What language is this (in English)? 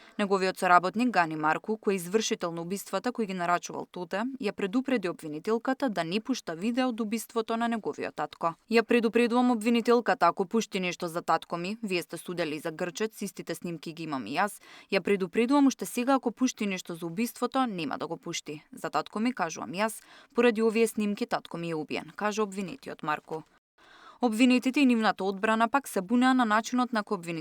Macedonian